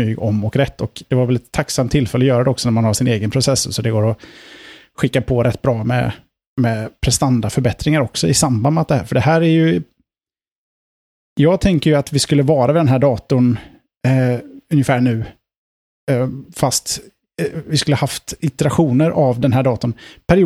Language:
Swedish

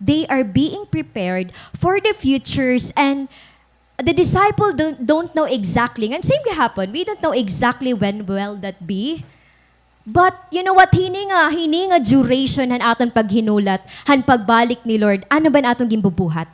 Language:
Waray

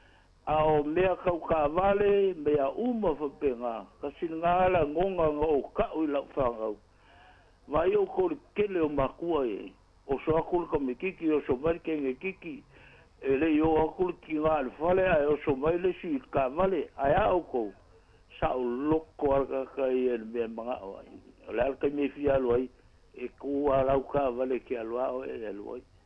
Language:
Samoan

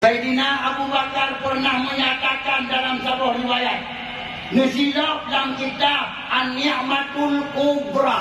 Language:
Achinese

